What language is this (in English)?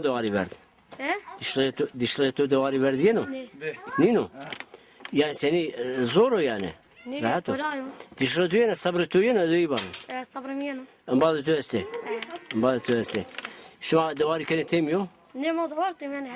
Zaza